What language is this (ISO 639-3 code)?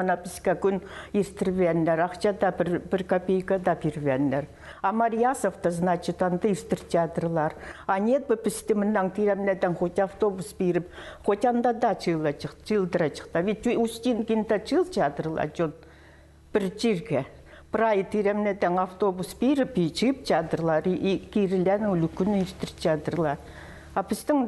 kjh